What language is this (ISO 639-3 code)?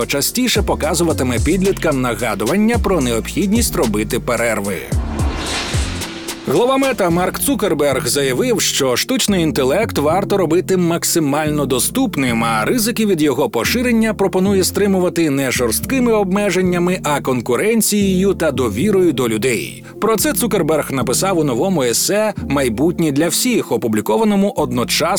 ukr